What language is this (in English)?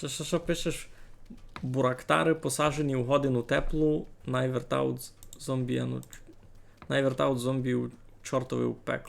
Rusyn